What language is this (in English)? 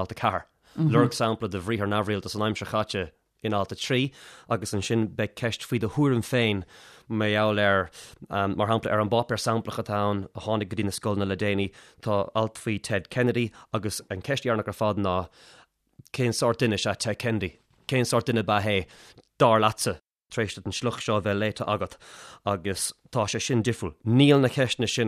Irish